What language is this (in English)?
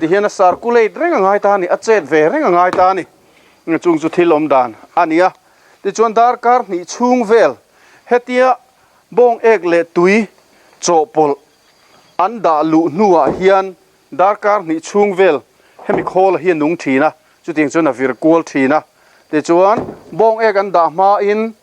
Mizo